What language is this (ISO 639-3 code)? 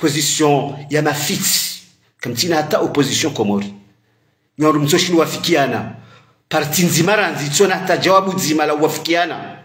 zdj